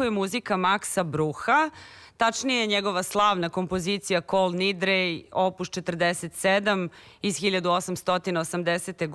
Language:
Serbian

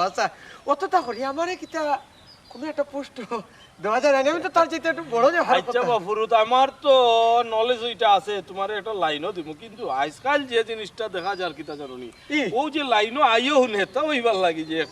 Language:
Sylheti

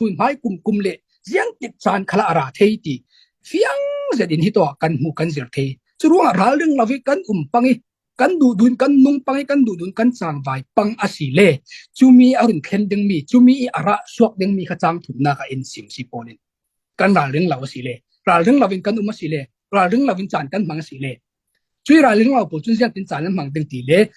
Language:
Falam Chin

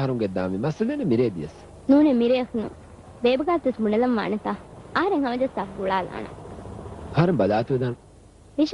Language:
Divehi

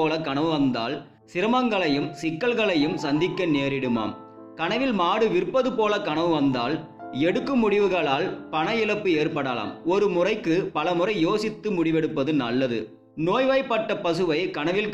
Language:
Tamil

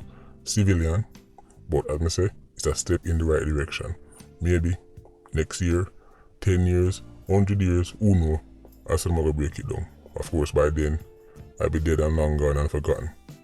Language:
Jamaican Creole English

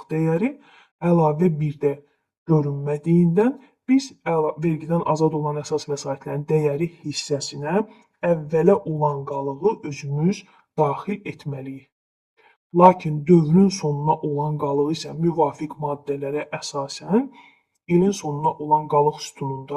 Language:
Azerbaijani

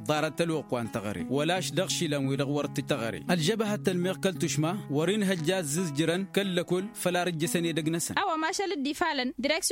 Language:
Tamasheq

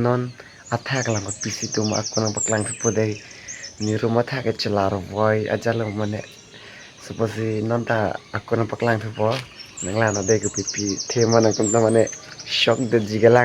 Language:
Karbi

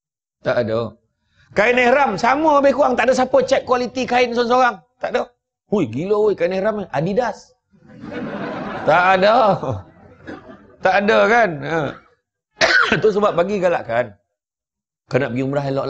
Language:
Malay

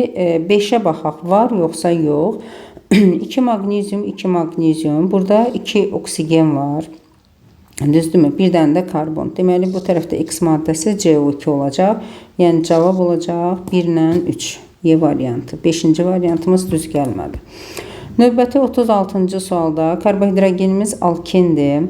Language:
Azerbaijani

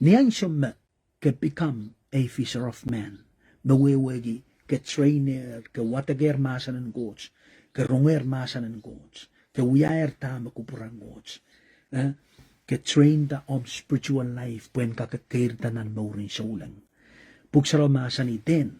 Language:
Pohnpeian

